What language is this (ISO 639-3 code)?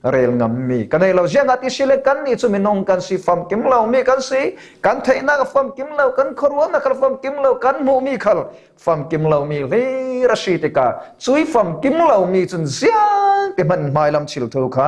cfm